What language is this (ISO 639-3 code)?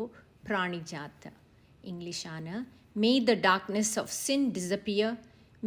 kok